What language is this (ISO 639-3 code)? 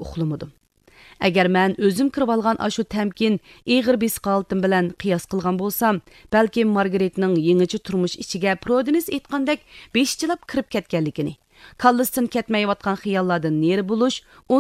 uig